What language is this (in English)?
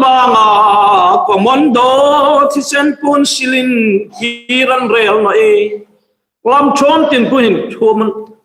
Hmar